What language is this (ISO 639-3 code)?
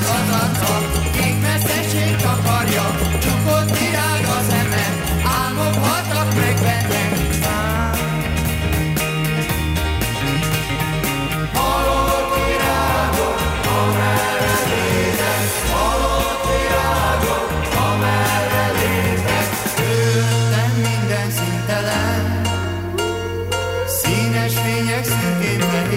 hun